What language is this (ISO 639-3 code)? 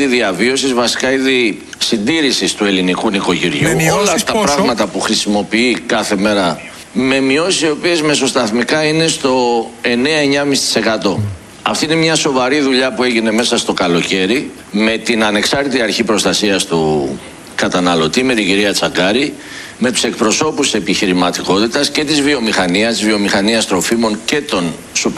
ell